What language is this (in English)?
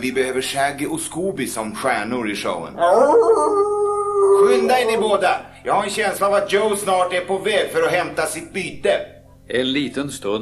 Swedish